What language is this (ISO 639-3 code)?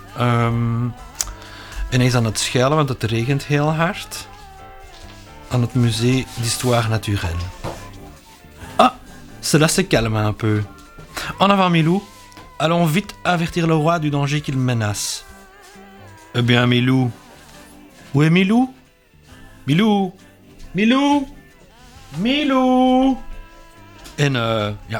nld